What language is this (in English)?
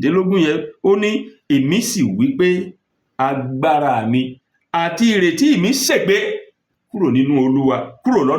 Yoruba